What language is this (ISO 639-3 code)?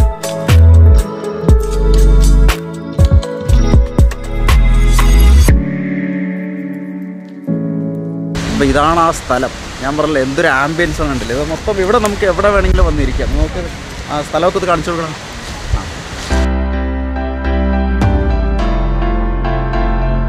mal